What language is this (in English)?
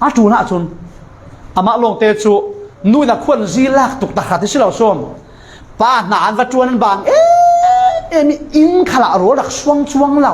Falam Chin